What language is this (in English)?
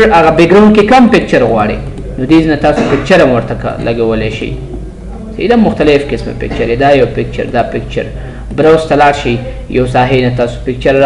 Pashto